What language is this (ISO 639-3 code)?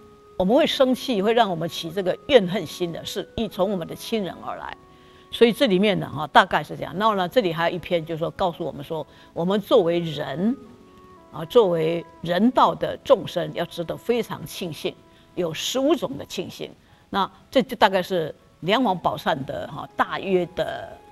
zho